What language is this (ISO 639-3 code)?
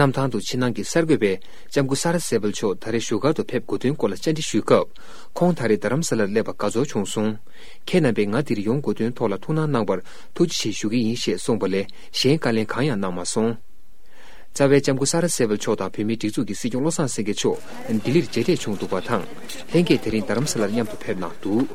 bod